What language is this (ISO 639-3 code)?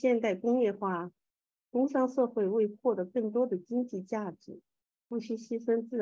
zho